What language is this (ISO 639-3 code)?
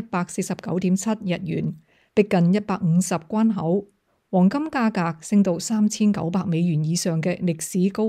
yue